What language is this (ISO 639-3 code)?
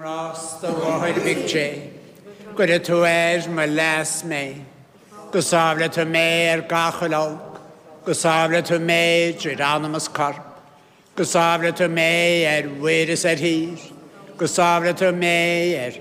gle